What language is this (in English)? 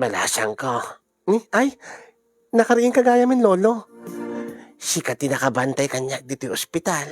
Iloko